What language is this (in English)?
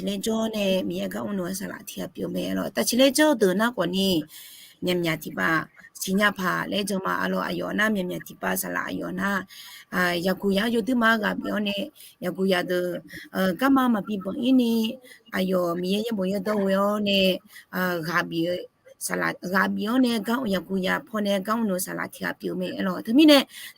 Akha